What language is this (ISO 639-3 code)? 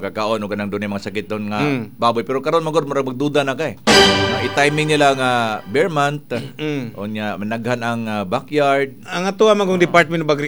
ceb